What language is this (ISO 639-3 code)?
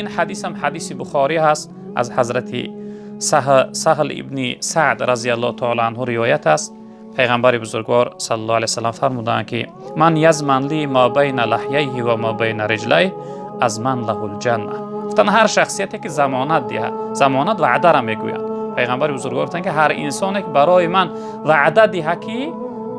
tgk